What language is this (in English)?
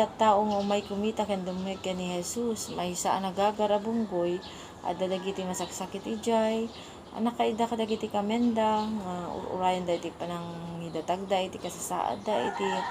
Iloko